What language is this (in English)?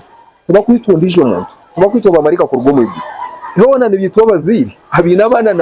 Nyankole